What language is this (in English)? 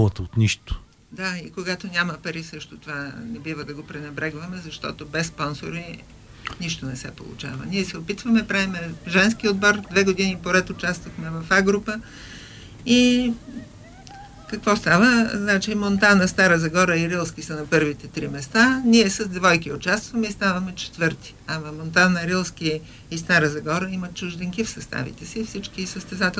Bulgarian